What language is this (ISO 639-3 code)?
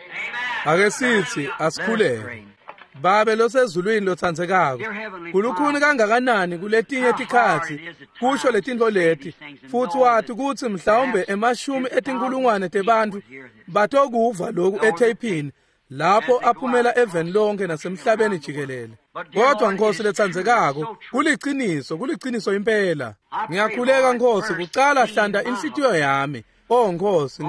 ssw